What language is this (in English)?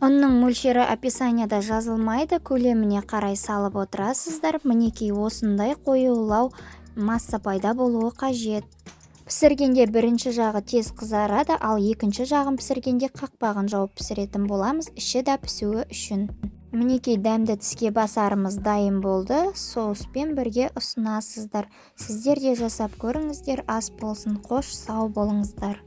Kazakh